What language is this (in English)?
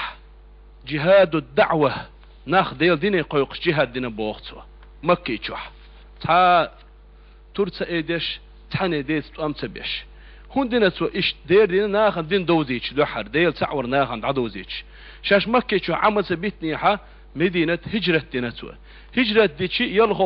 Chechen